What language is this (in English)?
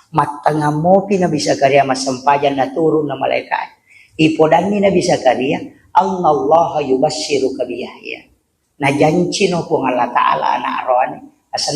Buginese